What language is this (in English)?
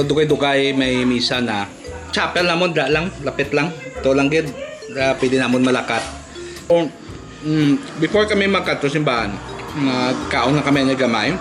Hiligaynon